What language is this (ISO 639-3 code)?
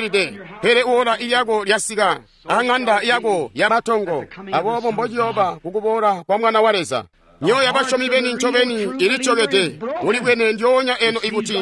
toi